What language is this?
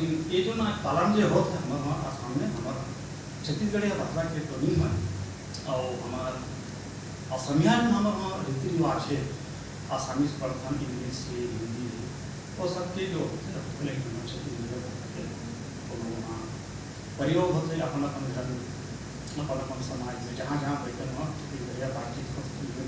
Chhattisgarhi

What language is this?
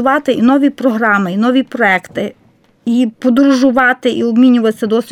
Ukrainian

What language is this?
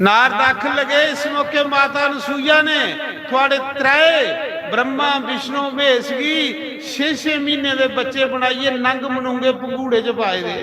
Dogri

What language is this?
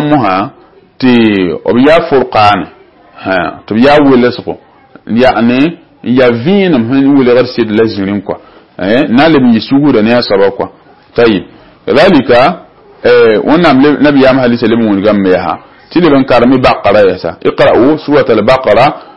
Mossi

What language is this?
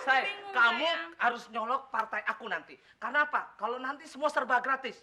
Betawi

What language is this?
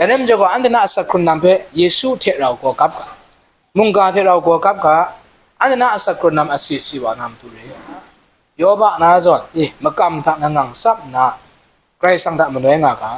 Kachin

